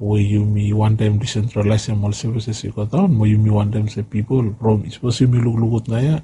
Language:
Bislama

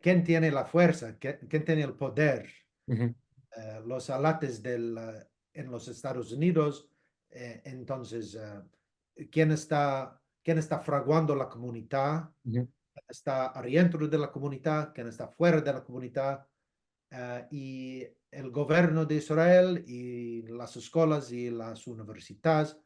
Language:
Ladino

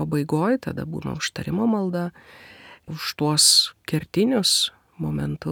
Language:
Lithuanian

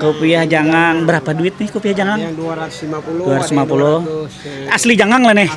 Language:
Banjar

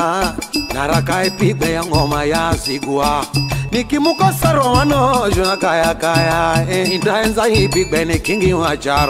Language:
Swahili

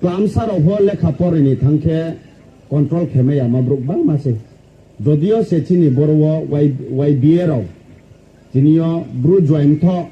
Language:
Riang (India)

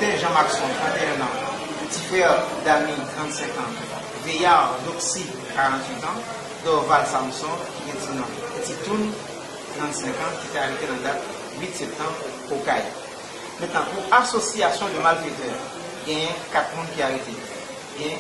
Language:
Haitian Creole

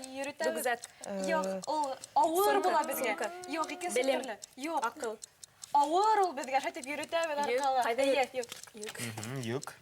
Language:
Bashkir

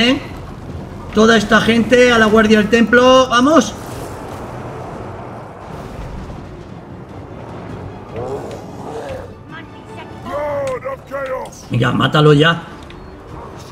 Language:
Spanish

